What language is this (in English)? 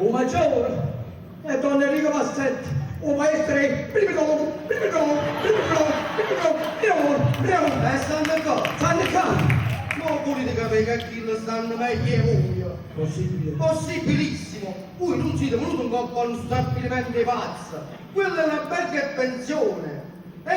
Neapolitan